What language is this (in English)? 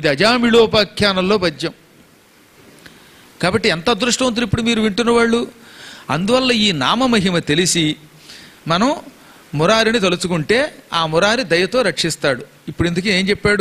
Telugu